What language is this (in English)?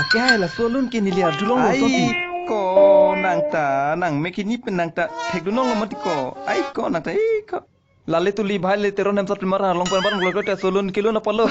Karbi